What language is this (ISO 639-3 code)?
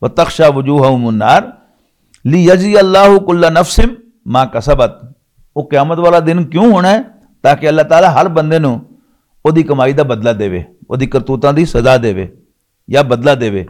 lah